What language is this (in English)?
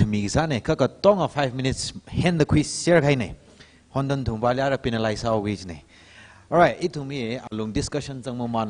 Tangkhul Naga (India)